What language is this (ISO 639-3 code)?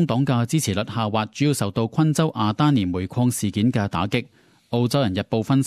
yue